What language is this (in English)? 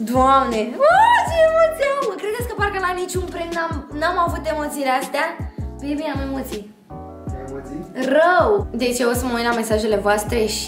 Romanian